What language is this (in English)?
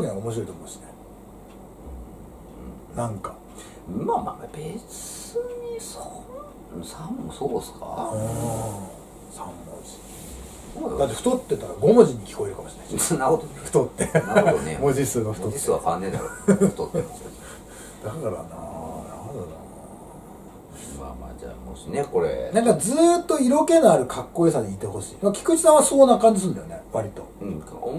Japanese